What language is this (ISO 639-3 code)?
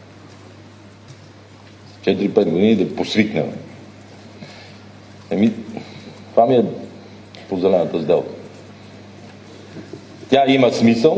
bul